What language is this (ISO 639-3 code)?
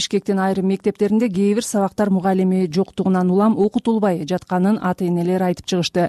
kir